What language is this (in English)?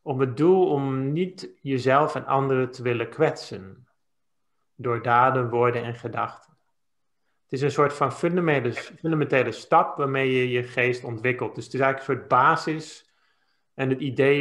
Dutch